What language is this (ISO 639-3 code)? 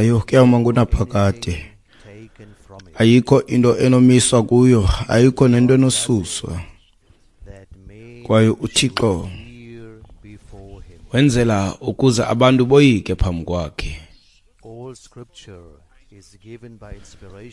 xho